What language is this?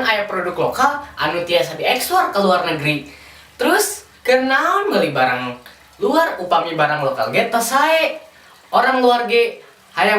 Sundanese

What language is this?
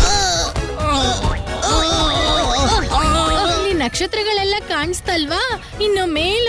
Kannada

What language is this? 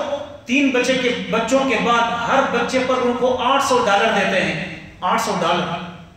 Urdu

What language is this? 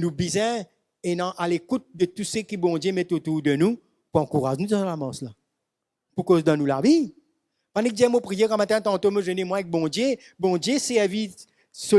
Morisyen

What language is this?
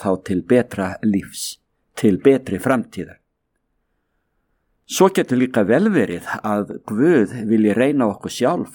Icelandic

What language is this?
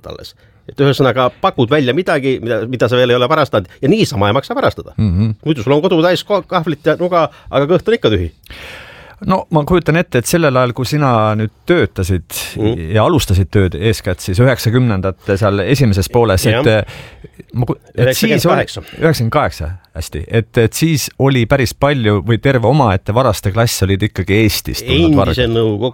Estonian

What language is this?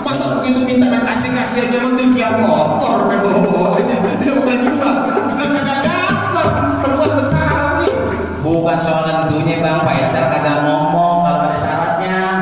Betawi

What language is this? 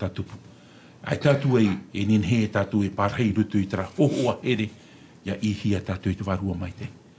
Tahitian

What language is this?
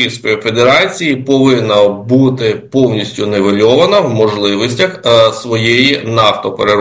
Ukrainian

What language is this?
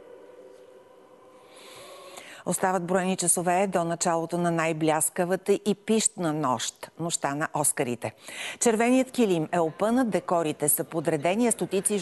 Bulgarian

